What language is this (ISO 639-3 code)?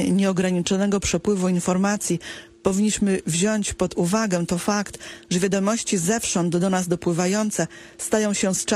pol